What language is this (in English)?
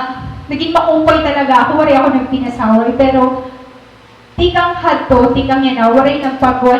Waray